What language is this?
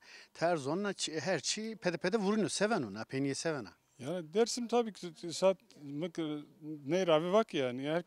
Zaza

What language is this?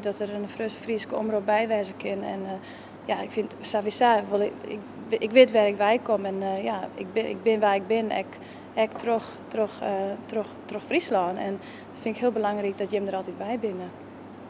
Western Frisian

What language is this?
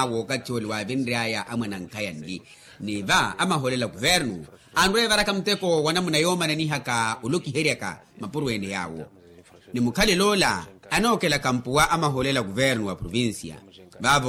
Makhuwa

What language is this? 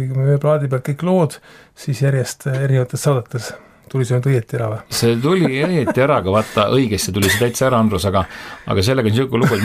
Estonian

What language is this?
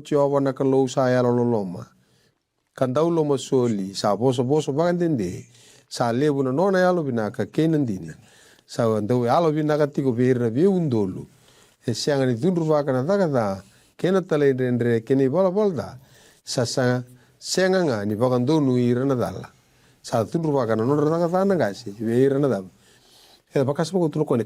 Fijian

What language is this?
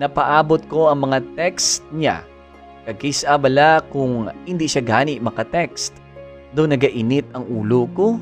Hiligaynon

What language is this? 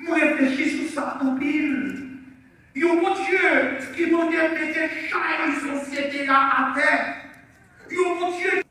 Haitian Creole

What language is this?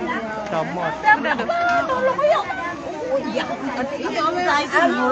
Musi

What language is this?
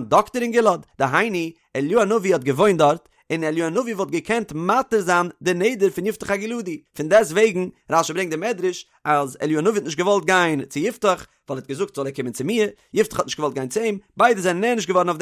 Yiddish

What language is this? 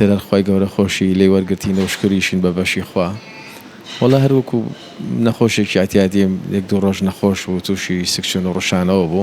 Central Kurdish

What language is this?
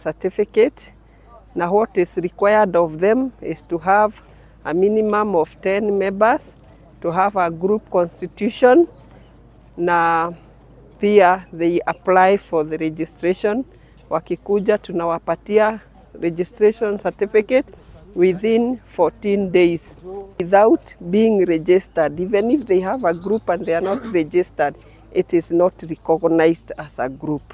Meru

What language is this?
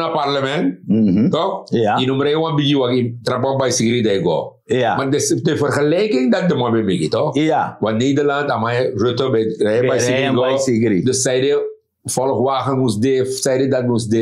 Sranan Tongo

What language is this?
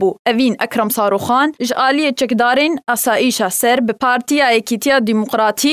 Kurdish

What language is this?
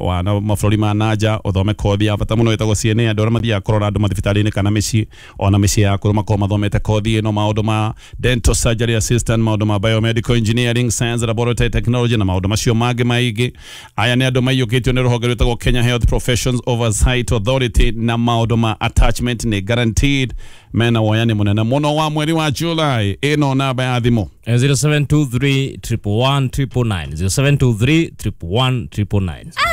Kikuyu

